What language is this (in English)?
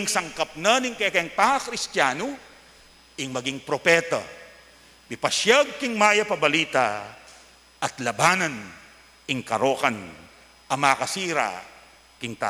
Pampanga